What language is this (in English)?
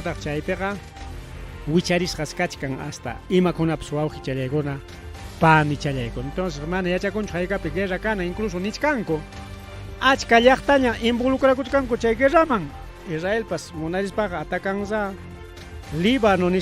Ayacucho Quechua